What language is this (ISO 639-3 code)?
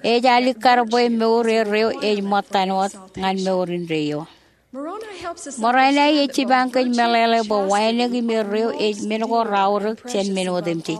mah